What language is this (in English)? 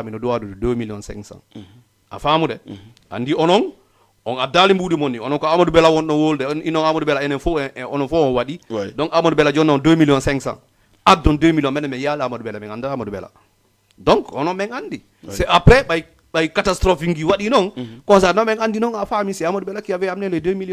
Fula